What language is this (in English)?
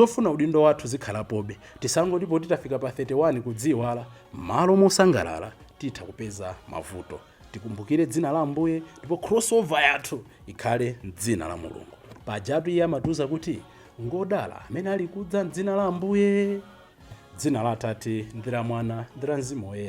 Nyanja